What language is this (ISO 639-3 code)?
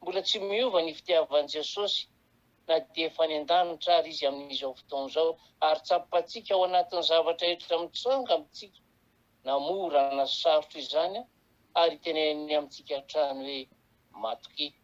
mlg